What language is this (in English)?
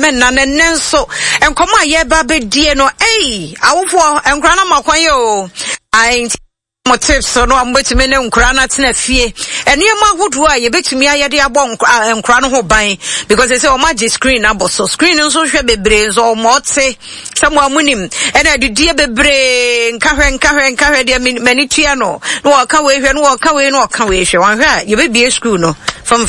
Akan